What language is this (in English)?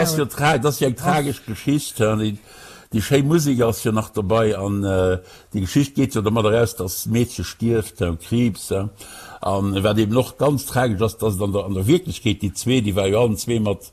Luxembourgish